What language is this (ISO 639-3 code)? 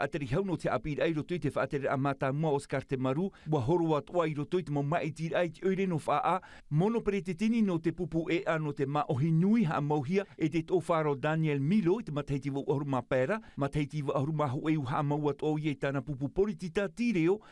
tah